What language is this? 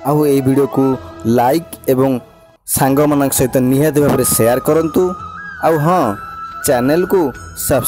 Odia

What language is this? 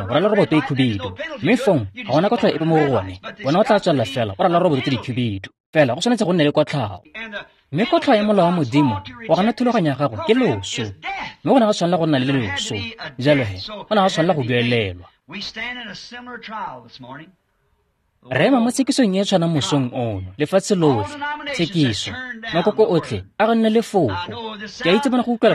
Tswana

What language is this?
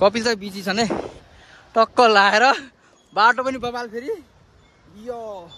Nepali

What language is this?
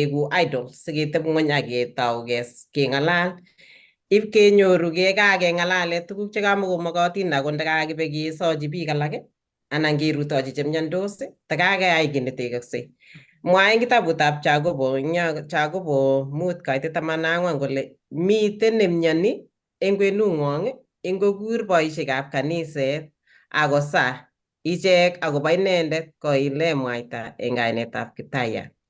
Kalenjin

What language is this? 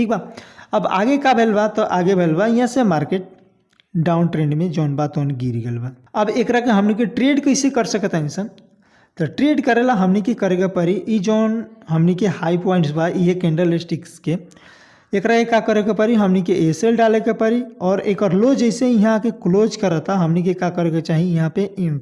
Bhojpuri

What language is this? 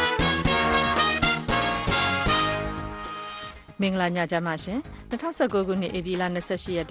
Burmese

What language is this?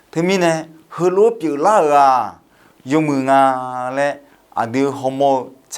Akha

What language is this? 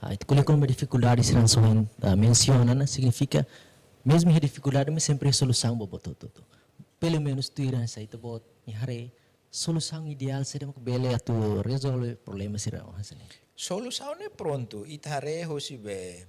Tetum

